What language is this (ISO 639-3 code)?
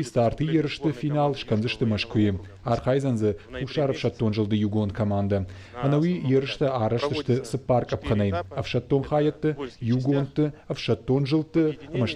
oss